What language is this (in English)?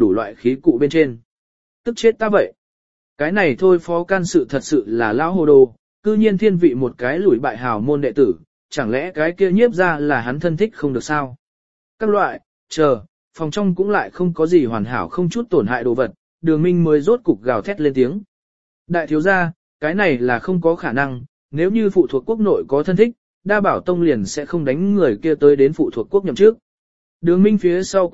Vietnamese